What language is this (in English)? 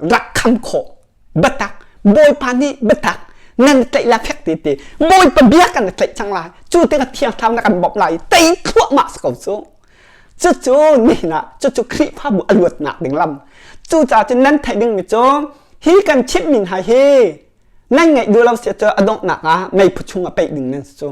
Hakha Chin